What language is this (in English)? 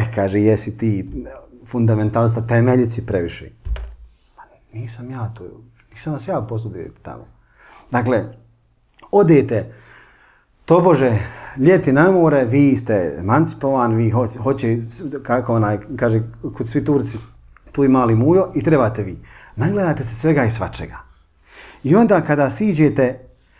Bosnian